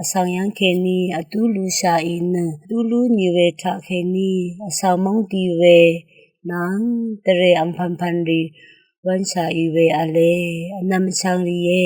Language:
Rawang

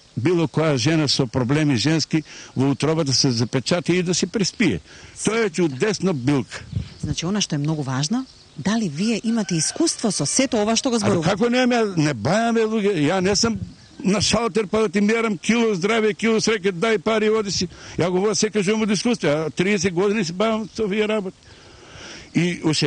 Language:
Macedonian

